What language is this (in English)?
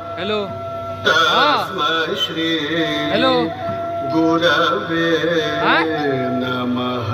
Maithili